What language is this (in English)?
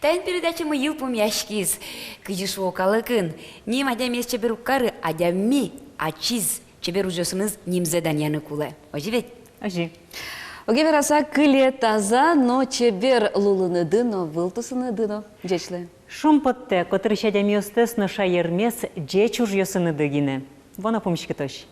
Udmurt